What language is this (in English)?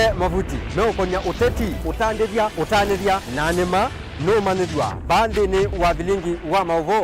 Kamba